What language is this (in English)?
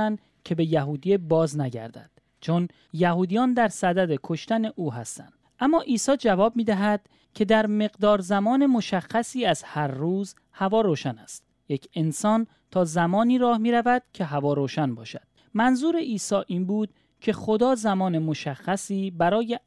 Persian